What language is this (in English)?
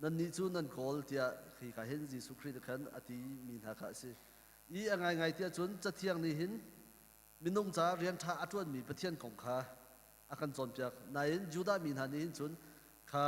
Hakha Chin